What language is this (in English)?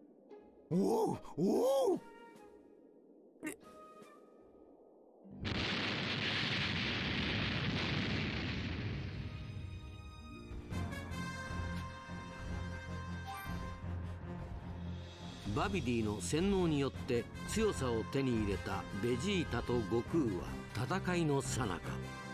Japanese